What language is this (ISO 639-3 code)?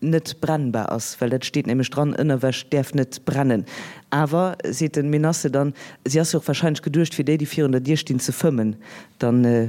ltz